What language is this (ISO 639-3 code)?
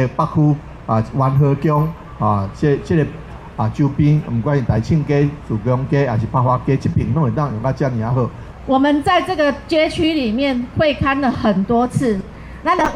nan